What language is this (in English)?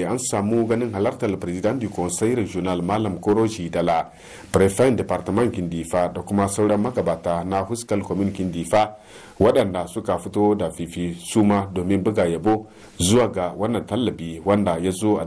Hausa